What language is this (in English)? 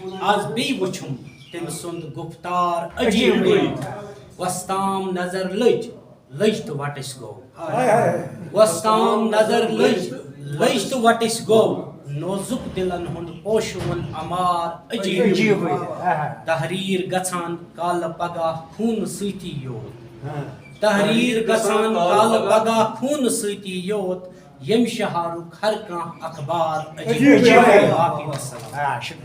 Kashmiri